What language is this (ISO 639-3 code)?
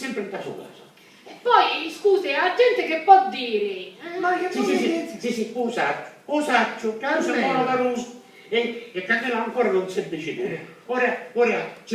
scn